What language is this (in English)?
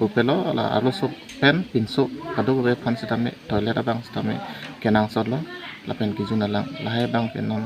Karbi